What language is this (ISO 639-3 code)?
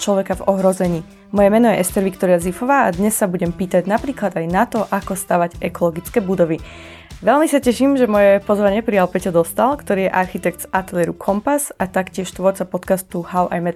slk